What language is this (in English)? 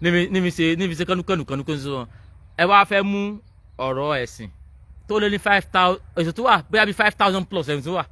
Yoruba